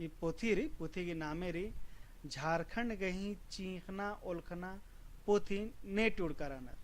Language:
Kurukh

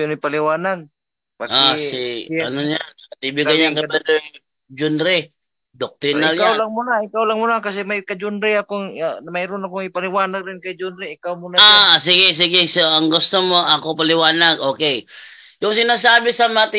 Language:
Filipino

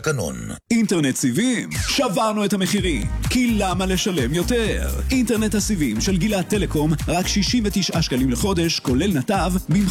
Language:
Hebrew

